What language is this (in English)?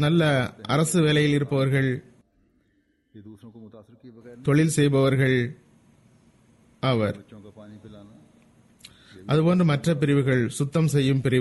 Tamil